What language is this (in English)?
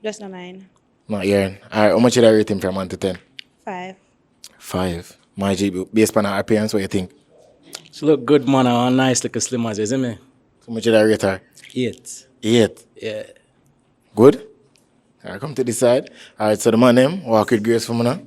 Jamaican Creole English